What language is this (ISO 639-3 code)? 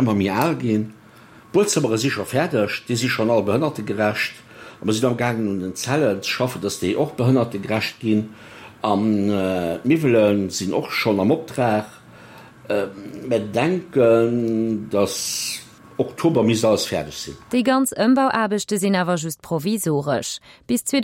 ltz